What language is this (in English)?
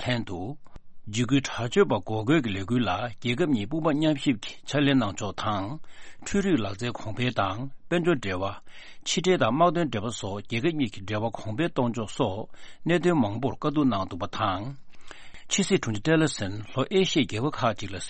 Tibetan